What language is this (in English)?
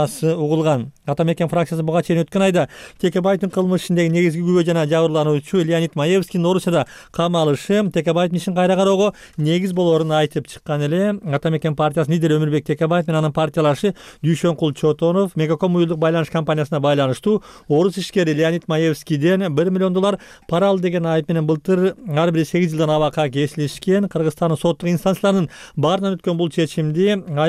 Kyrgyz